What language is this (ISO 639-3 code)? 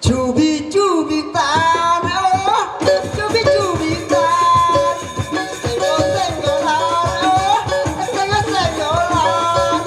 sas